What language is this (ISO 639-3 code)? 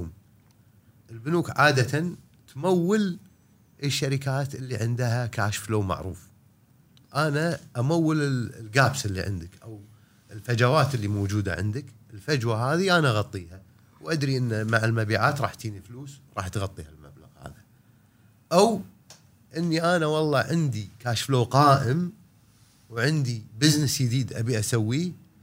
afb